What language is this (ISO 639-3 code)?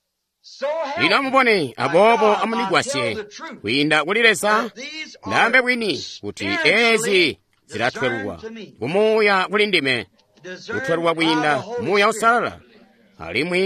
toi